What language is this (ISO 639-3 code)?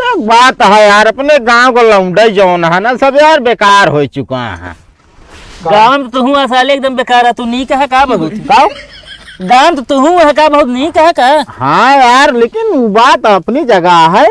awa